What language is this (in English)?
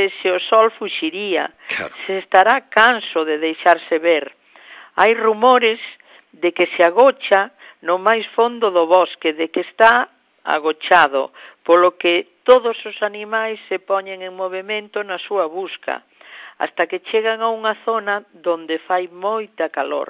Galician